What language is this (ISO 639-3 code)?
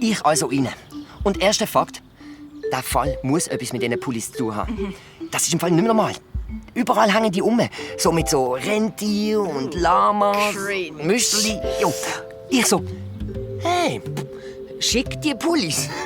gsw